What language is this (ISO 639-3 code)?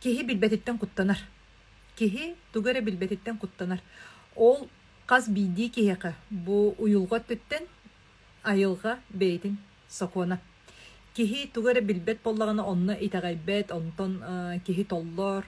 sah